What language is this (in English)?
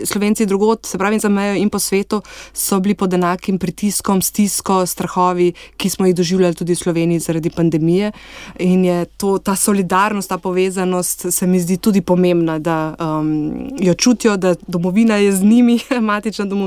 Slovenian